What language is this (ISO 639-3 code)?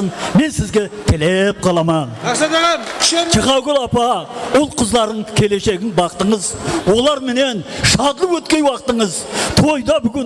kaa